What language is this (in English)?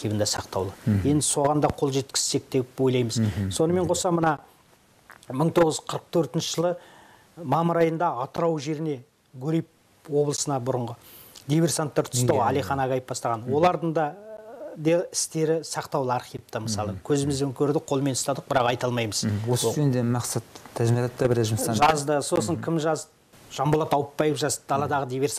Kazakh